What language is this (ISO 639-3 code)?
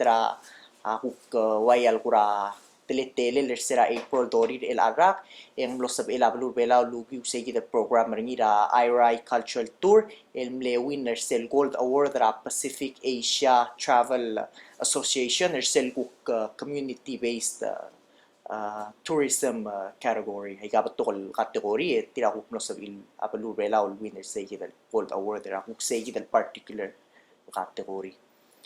pau